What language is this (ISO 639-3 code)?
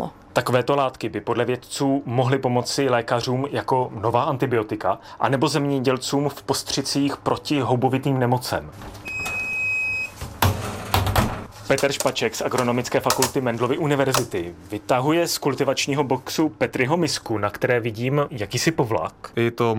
ces